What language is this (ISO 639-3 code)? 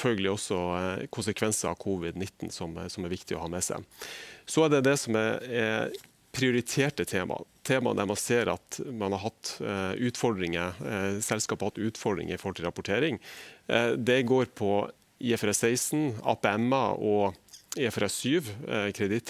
nor